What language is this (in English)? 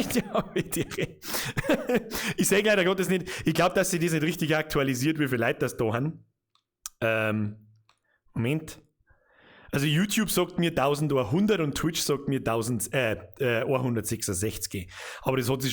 Bavarian